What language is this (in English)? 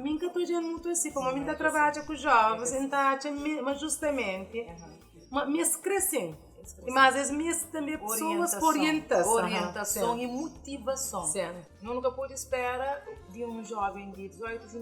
Kabuverdianu